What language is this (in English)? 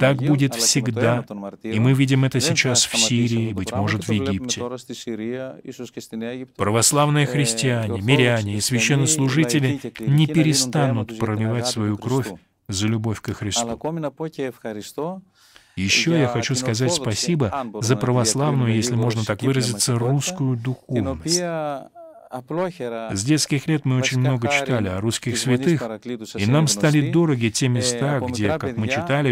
Russian